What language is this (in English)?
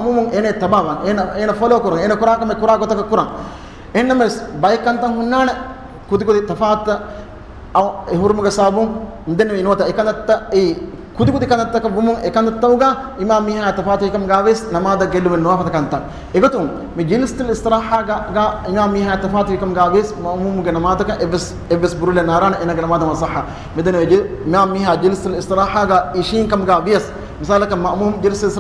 Divehi